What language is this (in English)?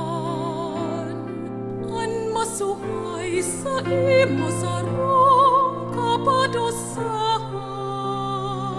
Bikol